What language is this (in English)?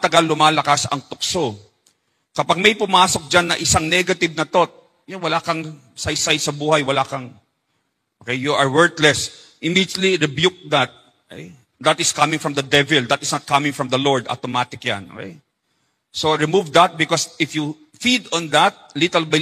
Filipino